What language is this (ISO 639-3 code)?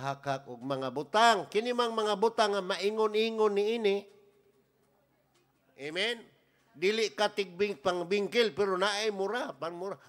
ceb